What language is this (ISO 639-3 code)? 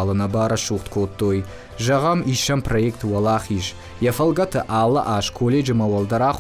oss